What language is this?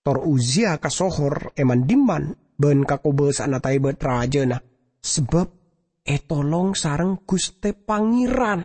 Madurese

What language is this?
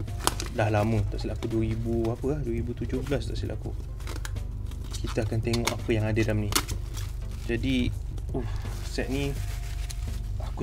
Malay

